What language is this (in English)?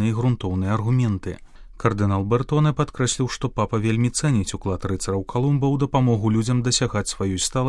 Belarusian